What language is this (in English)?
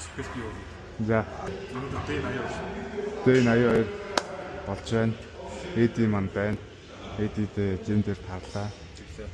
Mongolian